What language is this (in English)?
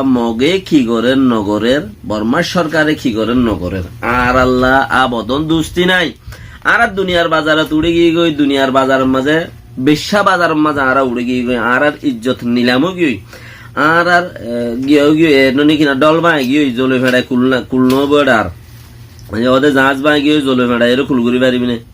Rohingya